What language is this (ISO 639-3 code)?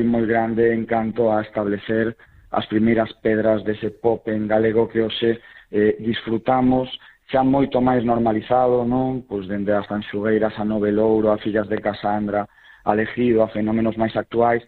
glg